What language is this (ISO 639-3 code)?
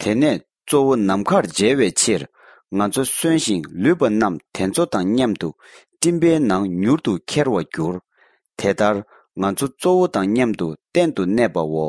bod